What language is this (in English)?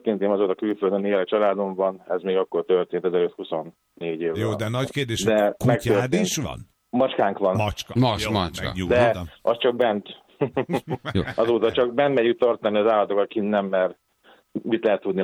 Hungarian